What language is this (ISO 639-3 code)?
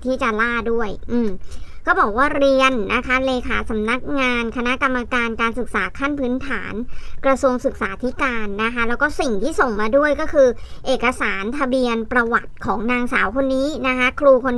tha